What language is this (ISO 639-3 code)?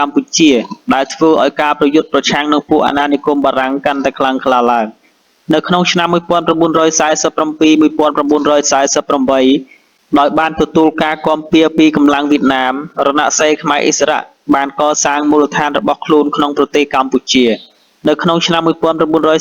khm